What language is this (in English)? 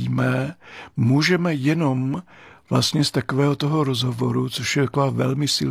Czech